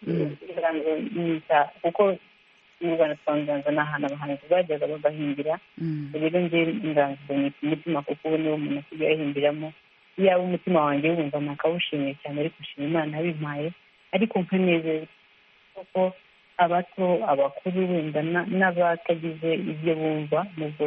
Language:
Kinyarwanda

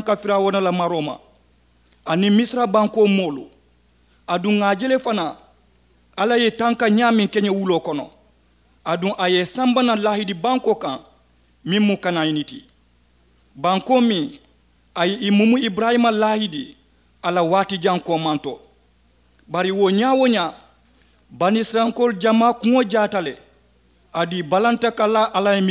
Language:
Mandingo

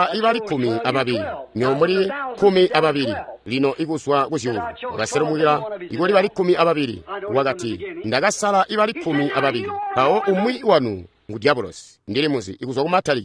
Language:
Tonga (Zambia)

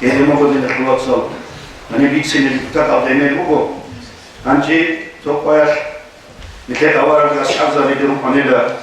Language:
Avaric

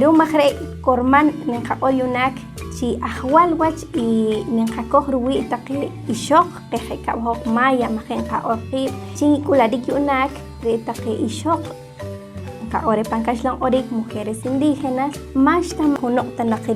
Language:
Poqomchi'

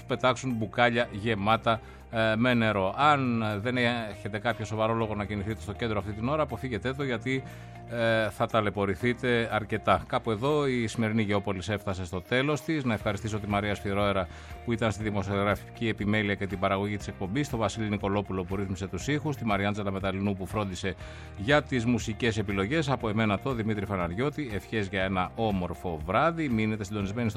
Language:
Greek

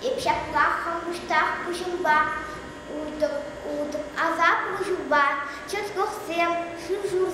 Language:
Chuvash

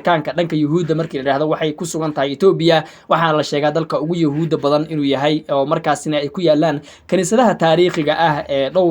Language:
Somali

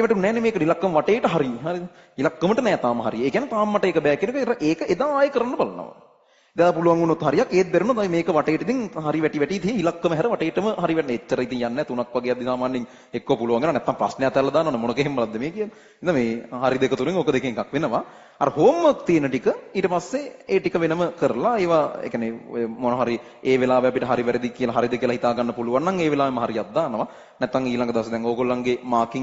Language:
Sinhala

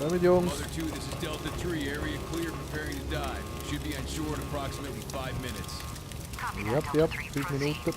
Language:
Swiss German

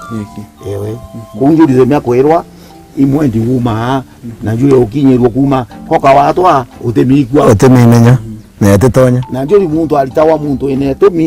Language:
Meru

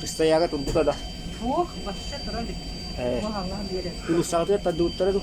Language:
Yakut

